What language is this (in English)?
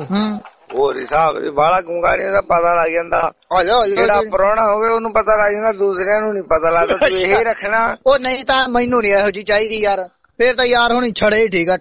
Punjabi